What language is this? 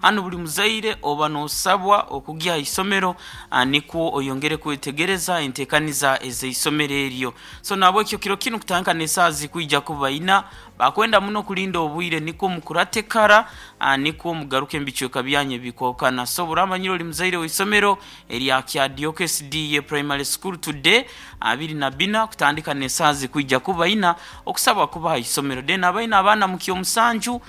Nyoro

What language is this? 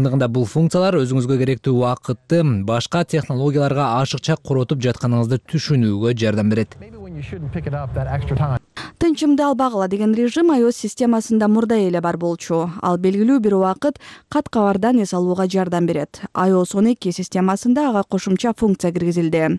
Kyrgyz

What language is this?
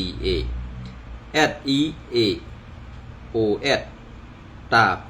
Shan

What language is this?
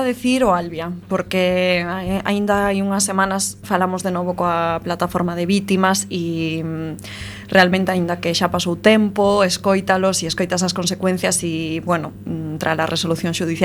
Galician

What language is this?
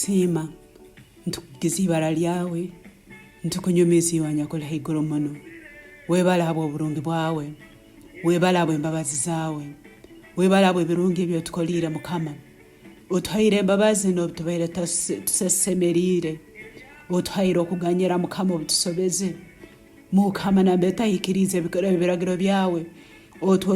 Nyankole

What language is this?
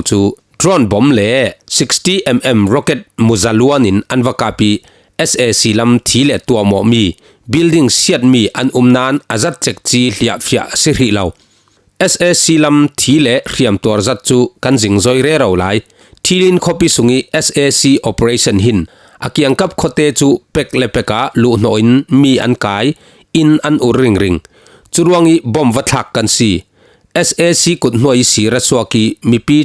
Falam Chin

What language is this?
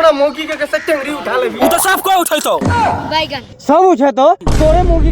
Maithili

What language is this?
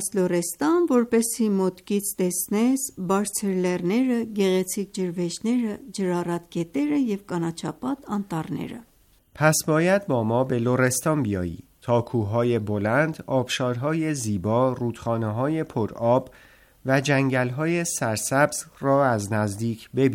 Armenian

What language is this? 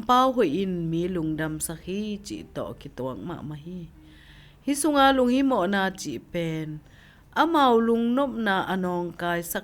Tedim Chin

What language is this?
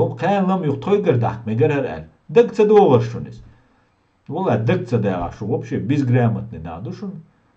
Chechen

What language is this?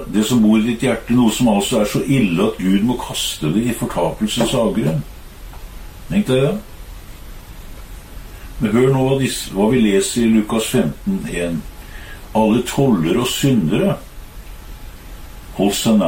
Norwegian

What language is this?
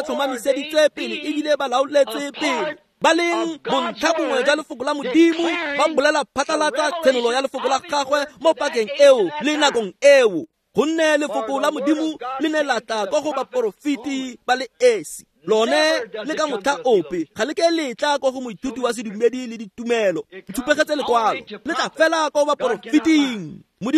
Tswana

